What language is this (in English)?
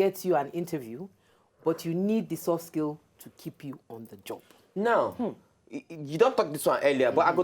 Nigerian Pidgin